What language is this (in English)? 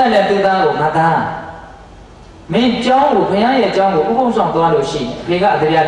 Burmese